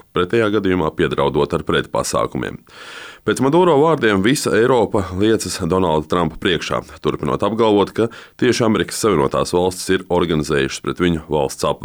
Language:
Latvian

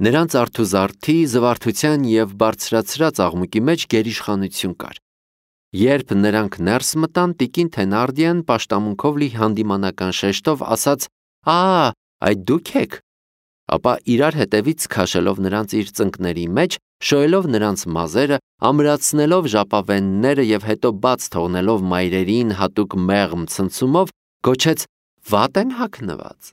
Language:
Armenian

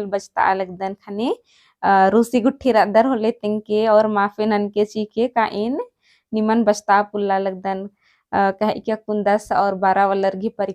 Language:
Kurukh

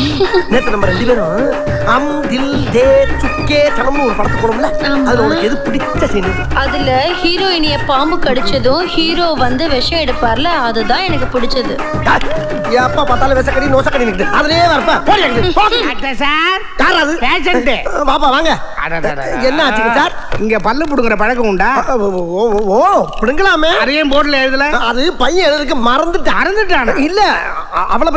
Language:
Tamil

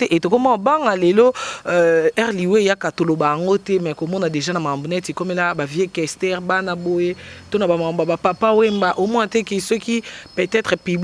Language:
Lingala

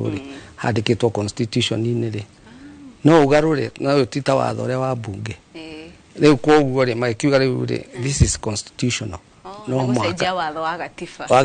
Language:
Kikuyu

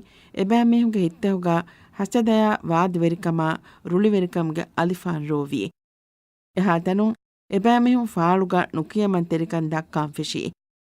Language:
Divehi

